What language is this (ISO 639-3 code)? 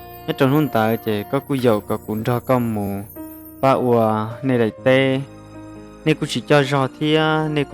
hmn